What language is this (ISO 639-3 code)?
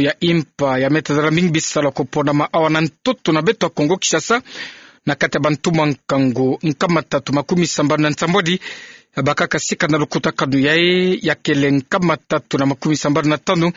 ktu